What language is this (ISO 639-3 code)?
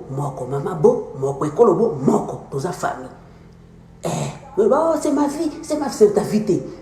lin